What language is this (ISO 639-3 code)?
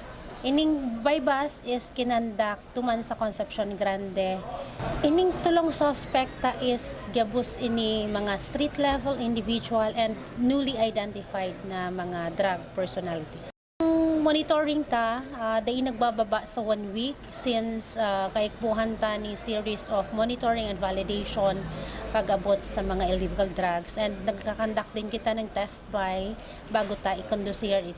bik